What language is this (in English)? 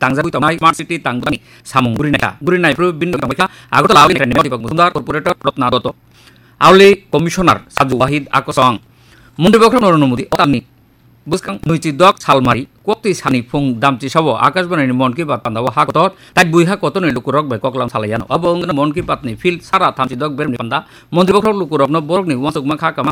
Kok Borok